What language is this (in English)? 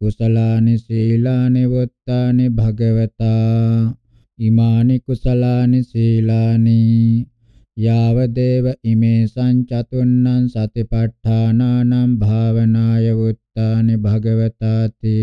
Pali